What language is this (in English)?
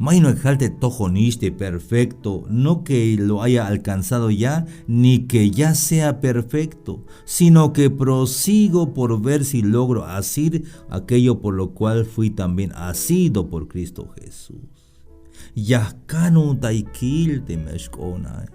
Tzeltal